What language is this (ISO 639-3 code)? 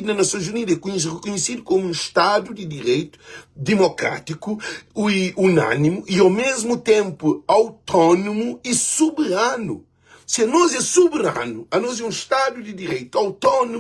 kea